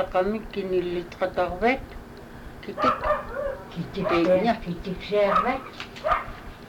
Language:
Inupiaq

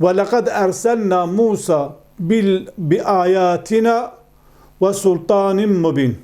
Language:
Kurdish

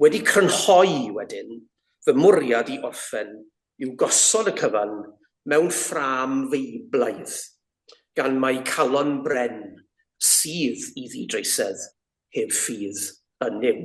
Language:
Welsh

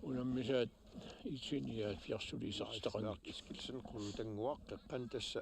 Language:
Kalaallisut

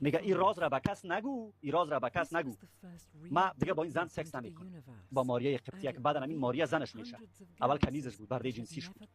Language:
Persian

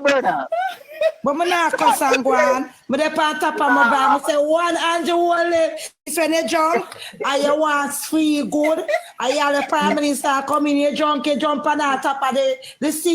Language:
Jamaican Creole English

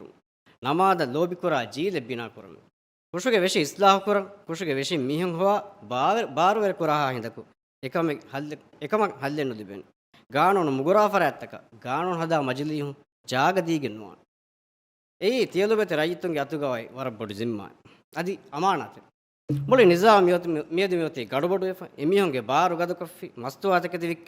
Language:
Divehi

